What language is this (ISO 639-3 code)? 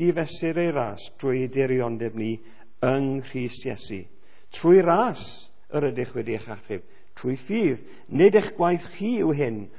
cym